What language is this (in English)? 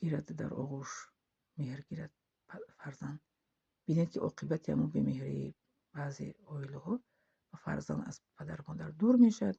Tajik